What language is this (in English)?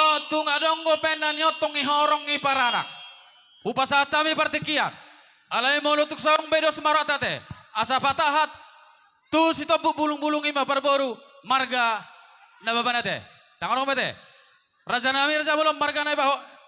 Batak Toba